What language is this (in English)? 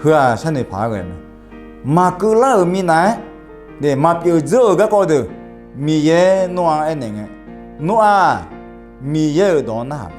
Akha